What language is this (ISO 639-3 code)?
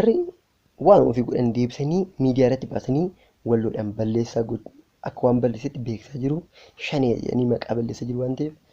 orm